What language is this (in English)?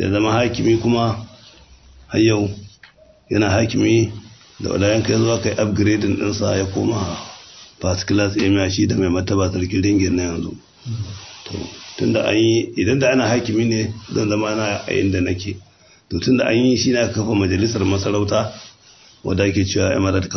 Hausa